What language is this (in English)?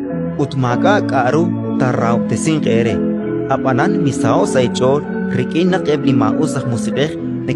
Kekchí